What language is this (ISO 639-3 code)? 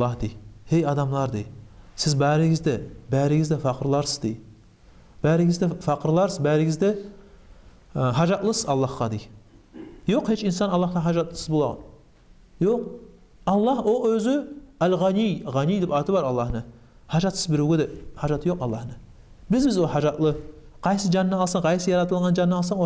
kum